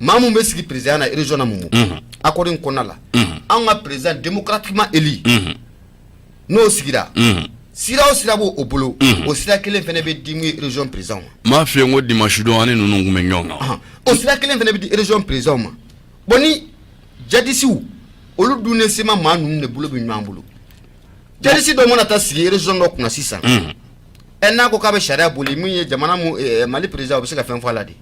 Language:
Bambara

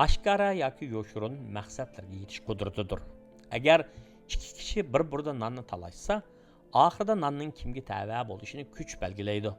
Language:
Uyghur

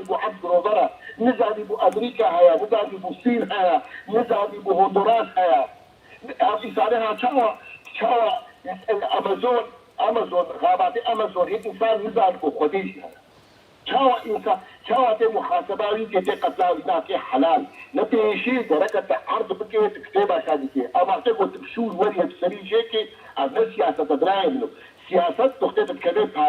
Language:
Kurdish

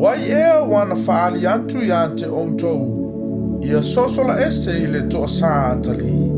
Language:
Samoan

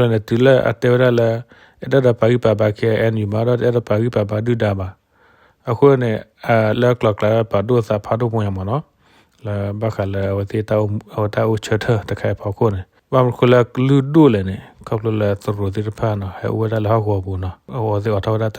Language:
S'gaw Karen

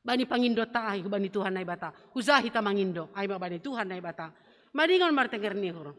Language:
Batak Simalungun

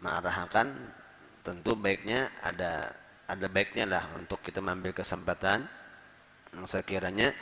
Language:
Banjar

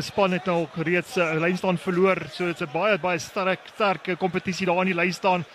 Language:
Afrikaans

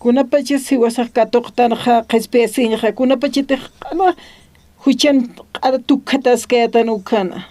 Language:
Aymara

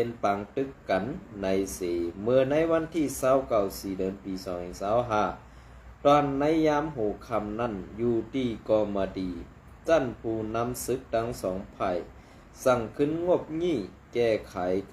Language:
Shan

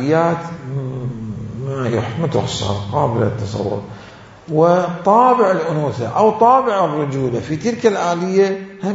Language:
Mesopotamian Arabic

